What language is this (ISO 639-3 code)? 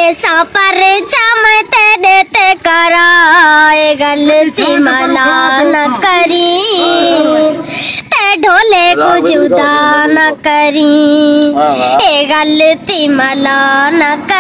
skr